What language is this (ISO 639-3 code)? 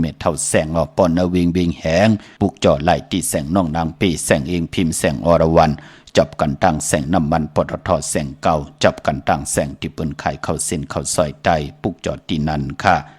shn